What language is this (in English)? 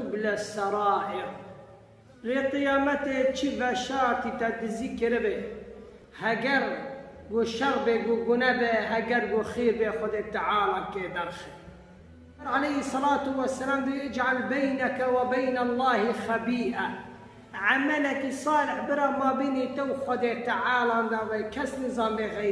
Kurdish